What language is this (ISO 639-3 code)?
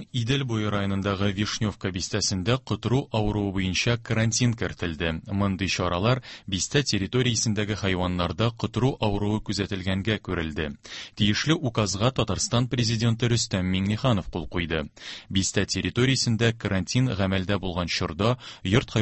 tat